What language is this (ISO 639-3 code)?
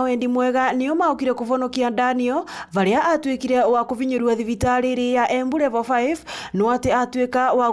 mer